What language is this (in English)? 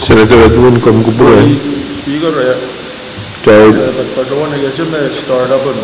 Pohnpeian